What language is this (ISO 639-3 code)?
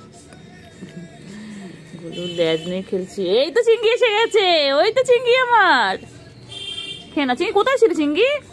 ben